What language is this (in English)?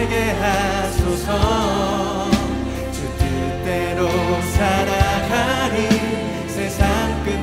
Korean